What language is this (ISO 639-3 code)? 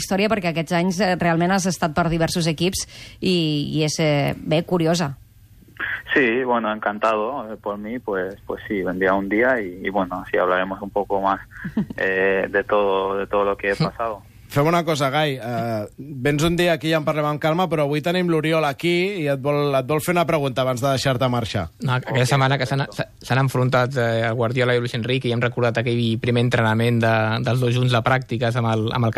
cat